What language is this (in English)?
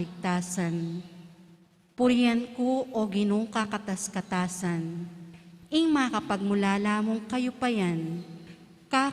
Pampanga